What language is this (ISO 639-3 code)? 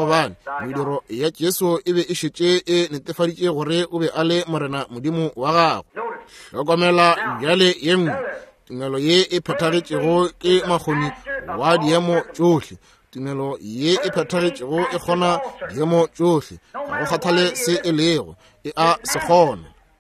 nso